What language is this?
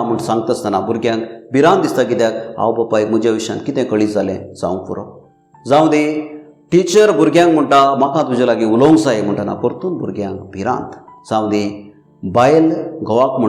Konkani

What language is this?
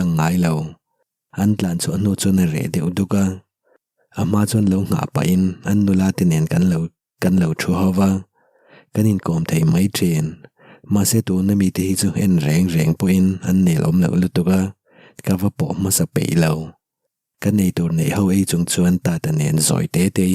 Mizo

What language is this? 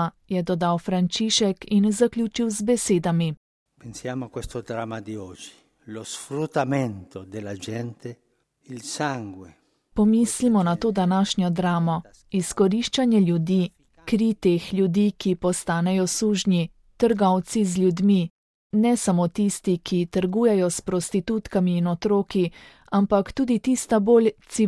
Slovenian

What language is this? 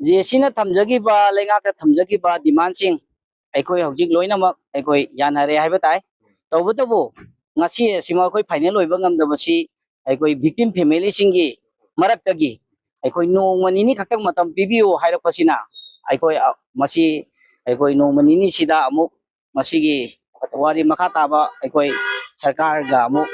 Manipuri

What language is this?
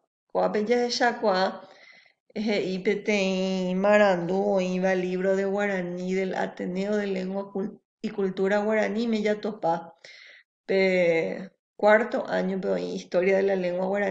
Guarani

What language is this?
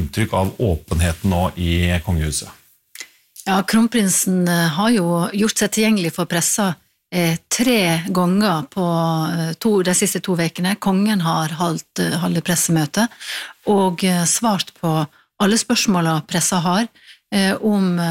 Norwegian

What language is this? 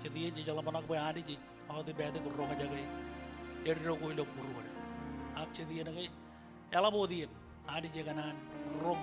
Marshallese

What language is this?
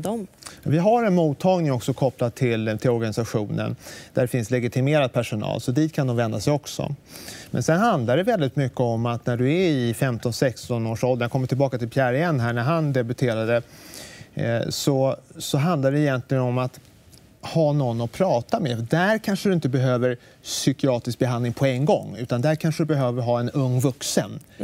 Swedish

